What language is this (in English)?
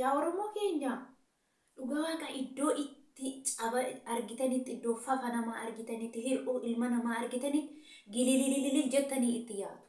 Oromo